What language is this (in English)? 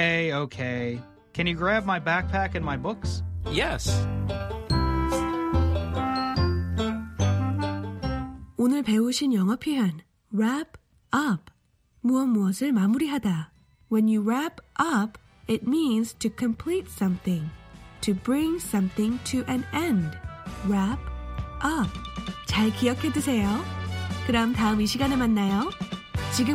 Korean